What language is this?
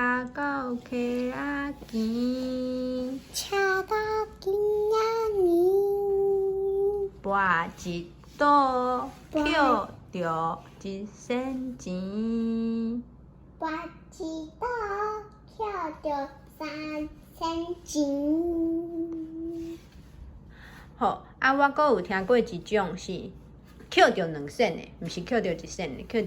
Min Nan Chinese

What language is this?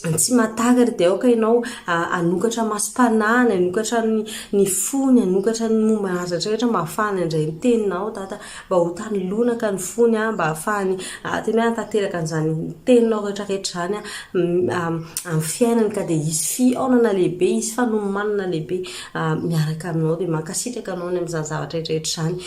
Malagasy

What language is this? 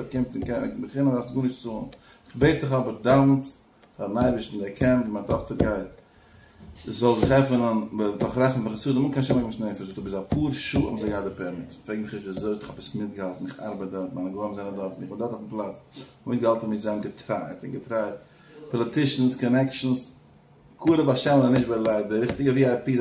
Yiddish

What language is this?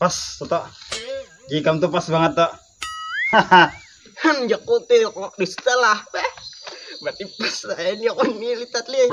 Banjar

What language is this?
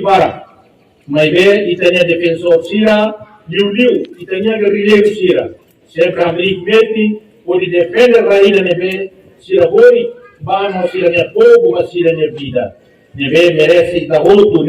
Tetum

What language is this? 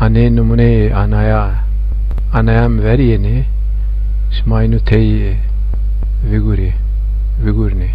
Zaza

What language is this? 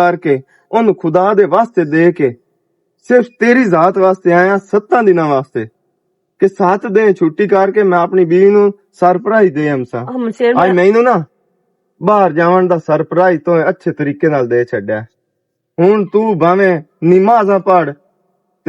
Western Panjabi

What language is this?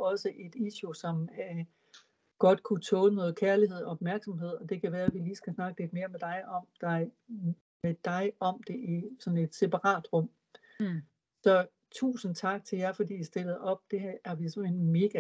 Danish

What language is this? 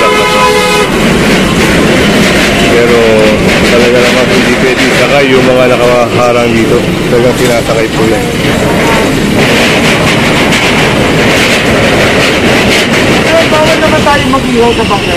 Filipino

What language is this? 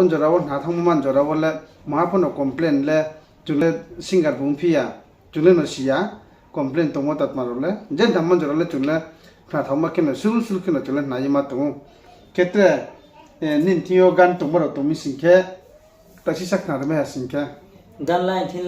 Riang (India)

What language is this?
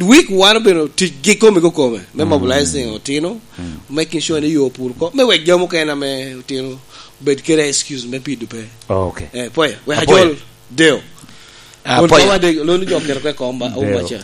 Lango (Uganda)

